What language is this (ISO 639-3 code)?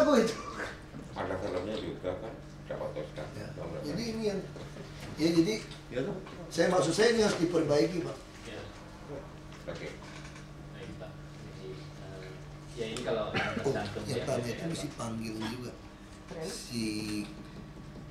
ind